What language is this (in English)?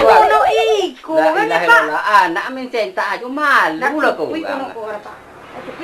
Minangkabau